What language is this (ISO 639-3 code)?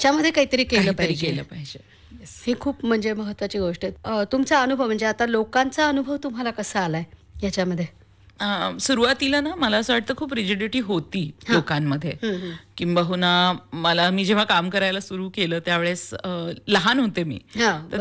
mar